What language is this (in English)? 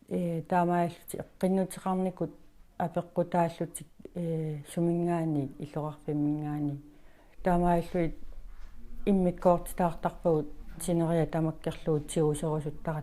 Kalaallisut